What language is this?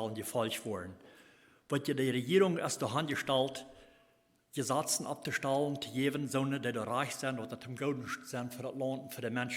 Plautdietsch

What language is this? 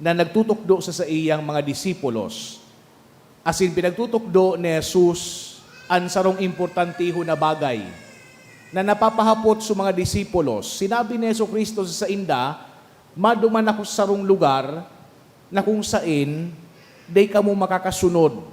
Bikol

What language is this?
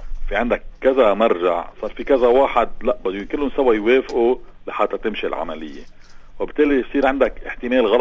North Levantine Arabic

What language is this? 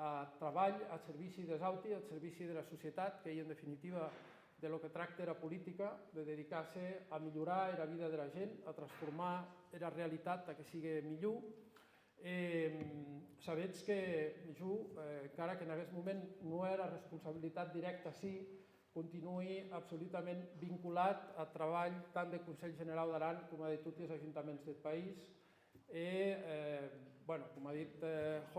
Occitan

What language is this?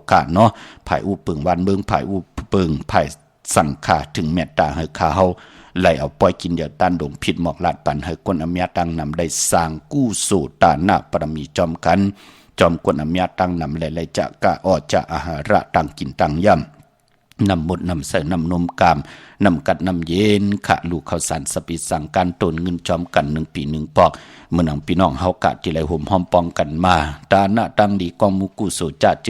Shan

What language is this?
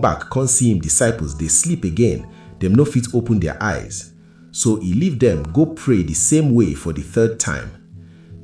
Nigerian Pidgin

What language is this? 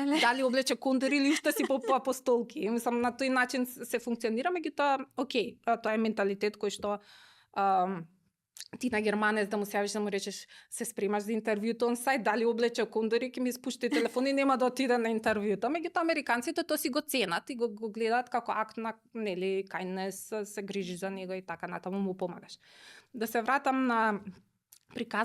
Macedonian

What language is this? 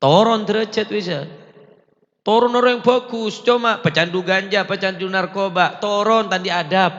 Madurese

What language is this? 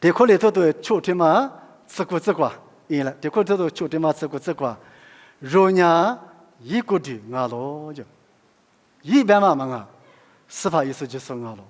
Lisu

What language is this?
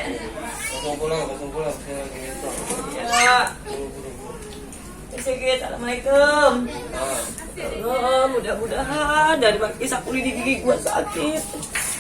Betawi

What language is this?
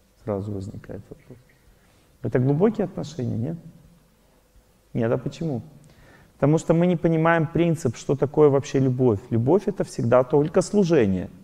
Russian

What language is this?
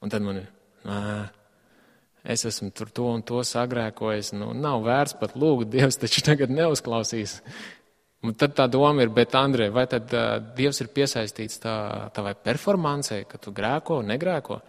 Latvian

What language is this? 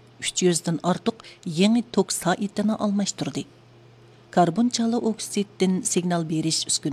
Uyghur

